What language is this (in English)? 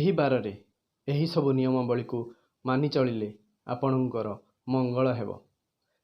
Odia